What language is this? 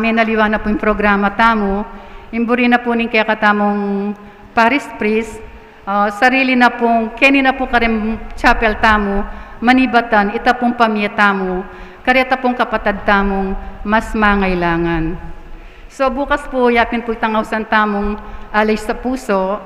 Pampanga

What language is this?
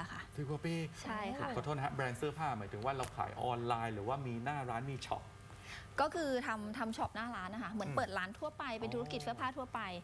Thai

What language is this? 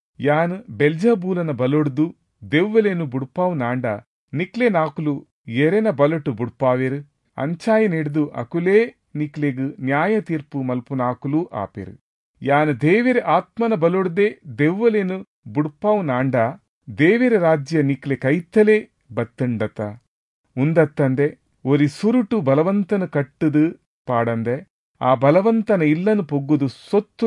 Tulu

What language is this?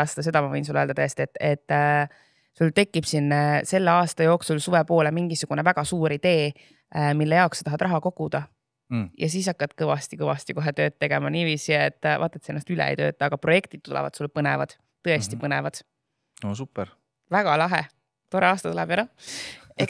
Estonian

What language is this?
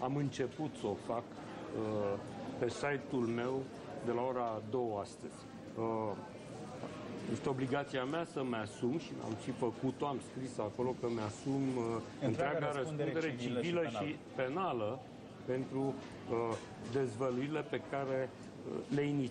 Romanian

